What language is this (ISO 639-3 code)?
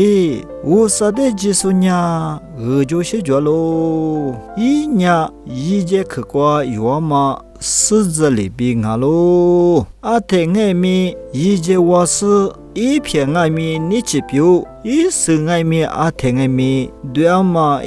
lis